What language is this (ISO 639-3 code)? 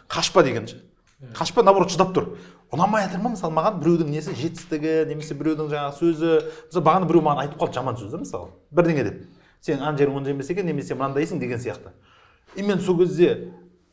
kaz